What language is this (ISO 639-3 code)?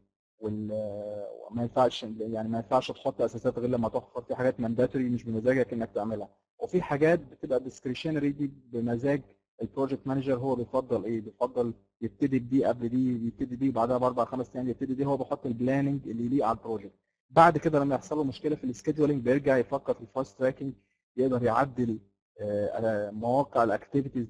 arz